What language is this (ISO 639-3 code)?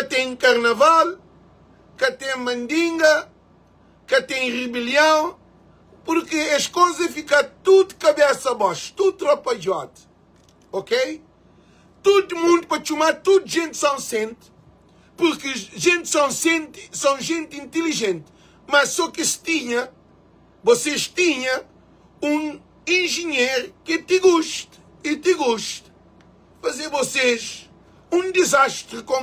kea